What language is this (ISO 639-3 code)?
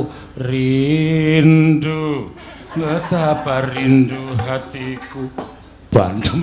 jav